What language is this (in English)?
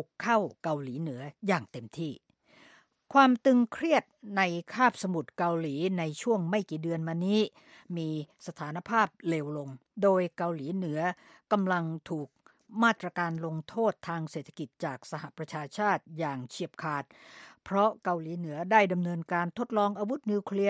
Thai